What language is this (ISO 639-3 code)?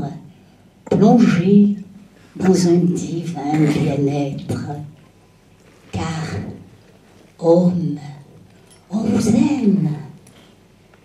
fra